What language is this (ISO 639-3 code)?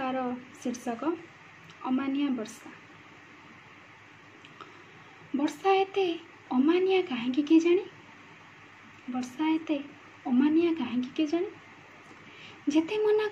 ori